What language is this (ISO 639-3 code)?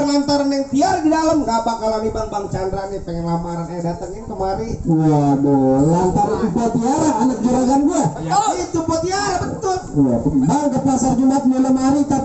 bew